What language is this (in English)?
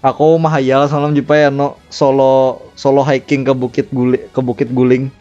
Banjar